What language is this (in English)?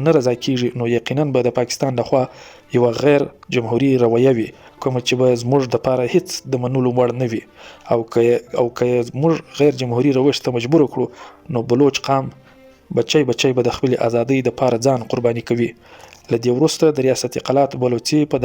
Pashto